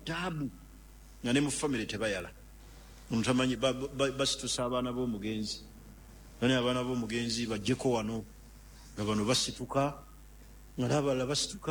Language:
Ganda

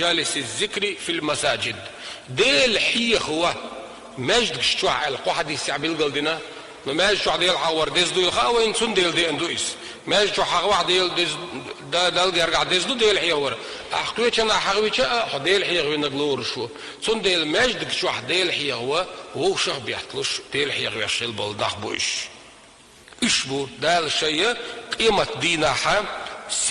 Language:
Chechen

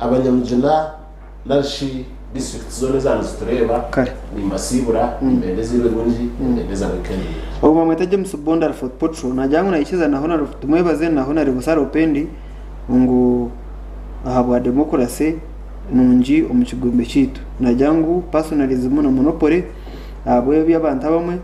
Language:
Nyankole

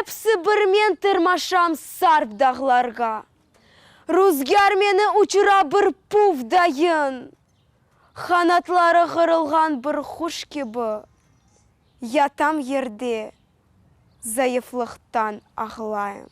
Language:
Crimean Tatar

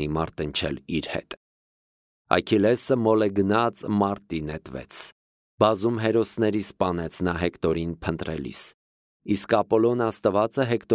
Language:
Armenian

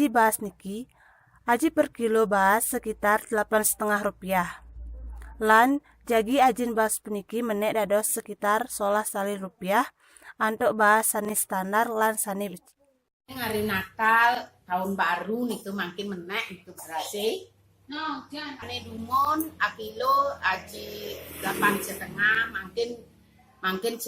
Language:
Balinese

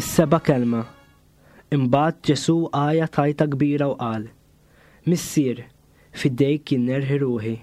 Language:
Maltese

